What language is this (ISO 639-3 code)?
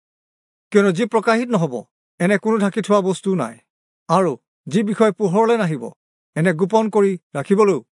asm